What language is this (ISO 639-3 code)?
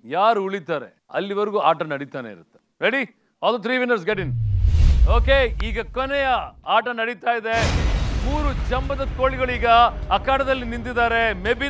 kan